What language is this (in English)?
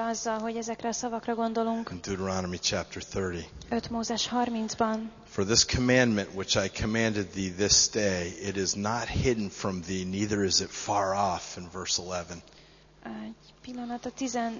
Hungarian